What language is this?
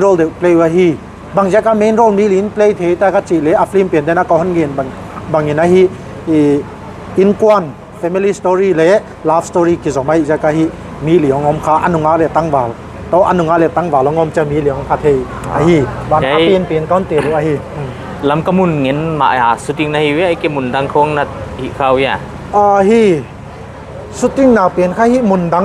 Paite Chin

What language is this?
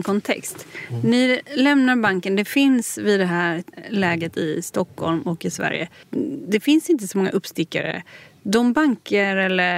Swedish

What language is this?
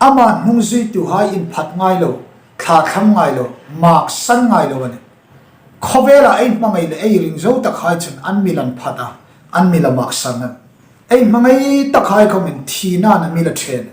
Hmar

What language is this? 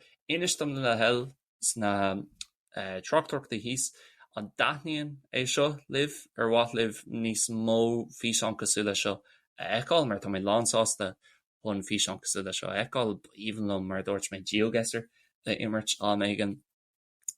Irish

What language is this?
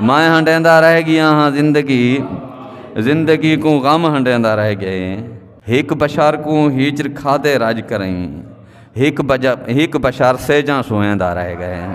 Saraiki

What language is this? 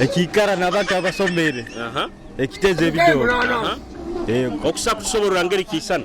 Nyoro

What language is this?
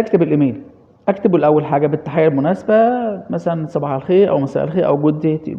Egyptian Arabic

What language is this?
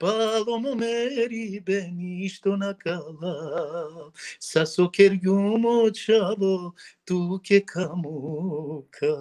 Balkan Romani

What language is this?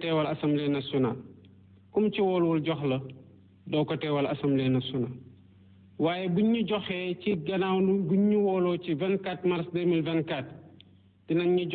Wolof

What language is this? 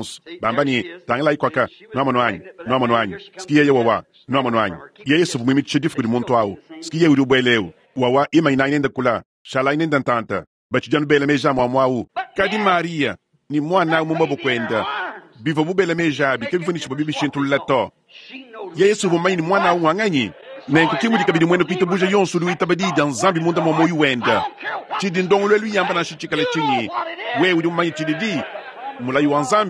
Luba-Lulua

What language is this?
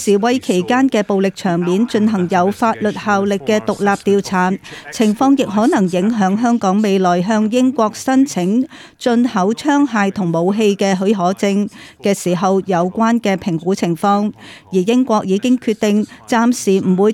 Cantonese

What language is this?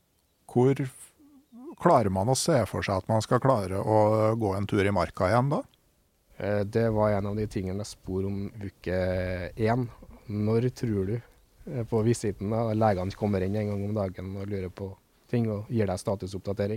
Norwegian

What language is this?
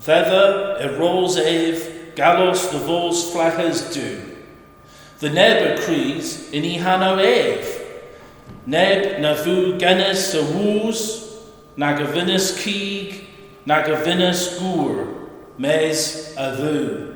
Cornish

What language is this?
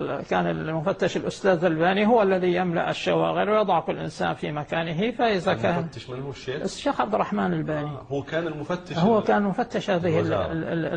Arabic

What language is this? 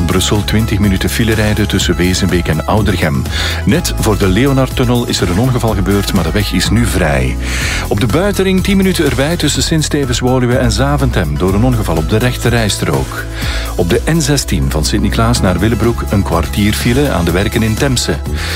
Dutch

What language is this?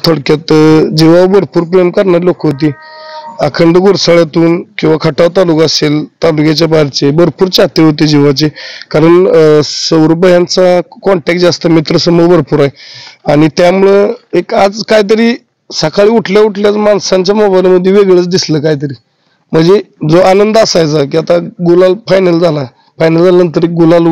Marathi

